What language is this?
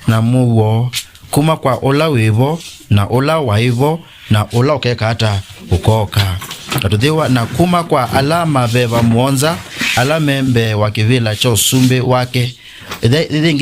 Kamba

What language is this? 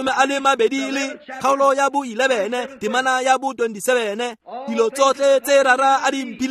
Tswana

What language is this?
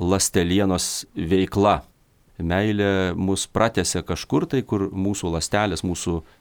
Lithuanian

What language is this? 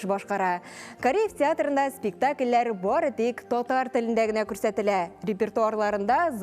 Tatar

